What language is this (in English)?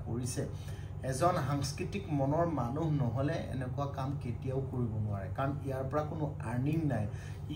Assamese